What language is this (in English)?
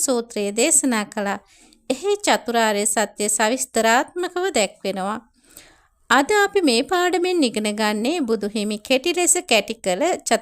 Sinhala